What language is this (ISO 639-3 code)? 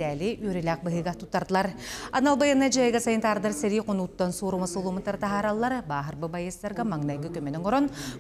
sah